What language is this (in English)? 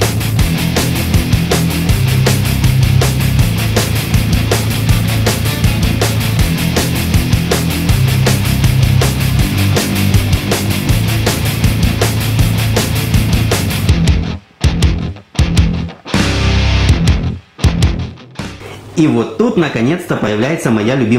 Russian